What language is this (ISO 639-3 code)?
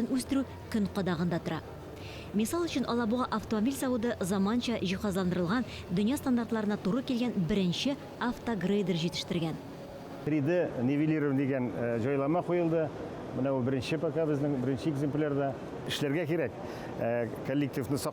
tat